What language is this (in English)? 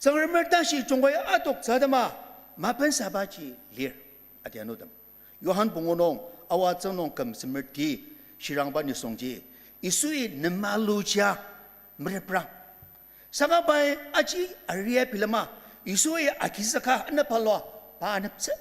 Ao Naga